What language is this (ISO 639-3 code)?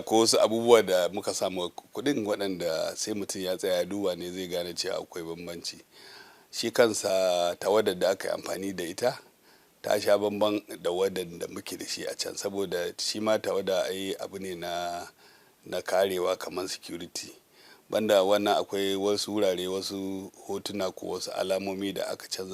hau